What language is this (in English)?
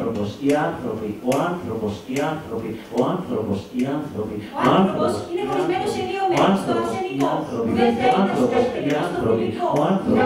Greek